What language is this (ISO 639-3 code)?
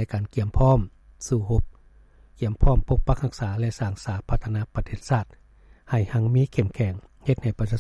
lao